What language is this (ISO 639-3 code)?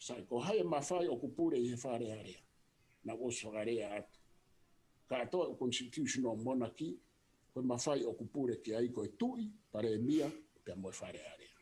ton